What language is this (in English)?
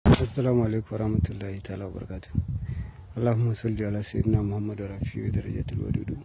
Hausa